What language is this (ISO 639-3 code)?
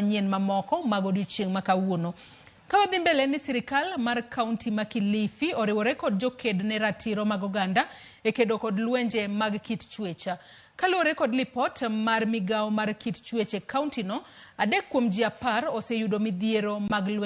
luo